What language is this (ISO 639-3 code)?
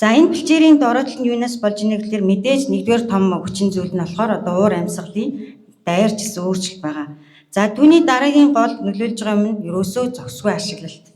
mon